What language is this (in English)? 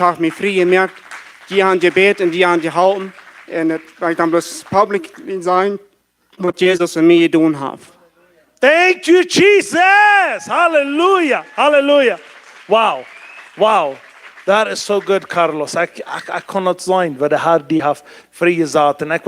Plautdietsch